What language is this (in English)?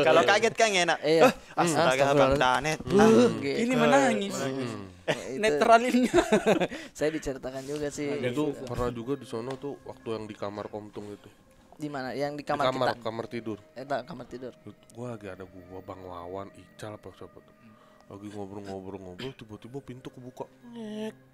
Makassar Malay